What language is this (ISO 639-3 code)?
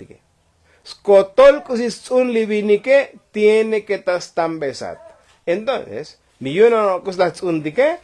tzo